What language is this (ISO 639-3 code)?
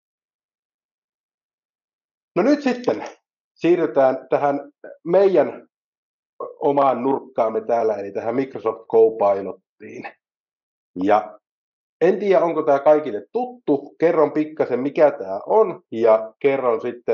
fin